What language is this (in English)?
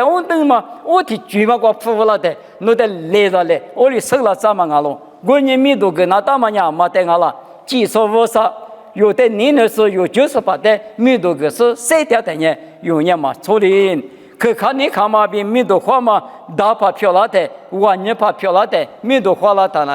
Lisu